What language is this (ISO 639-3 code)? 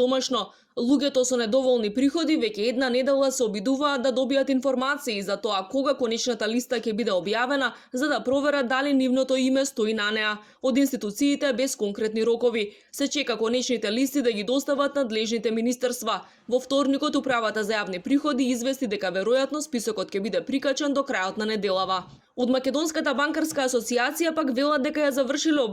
mkd